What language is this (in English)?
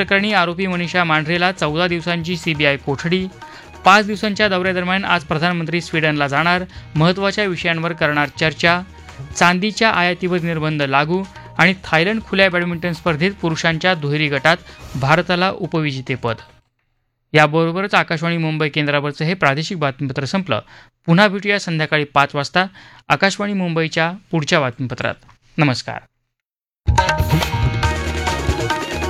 Marathi